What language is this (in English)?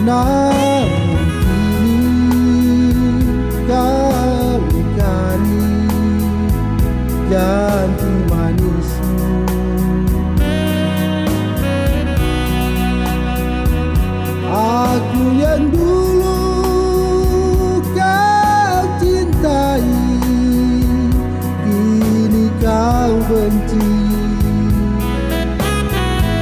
Indonesian